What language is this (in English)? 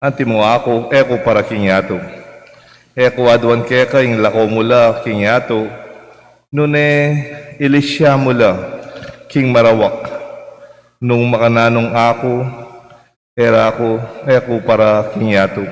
Pampanga